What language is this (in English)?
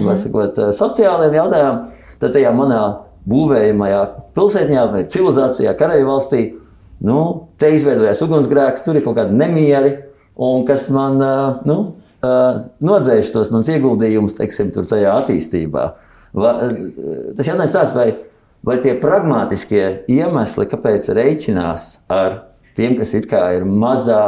Latvian